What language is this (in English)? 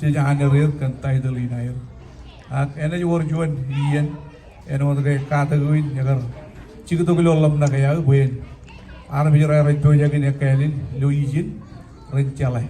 Marshallese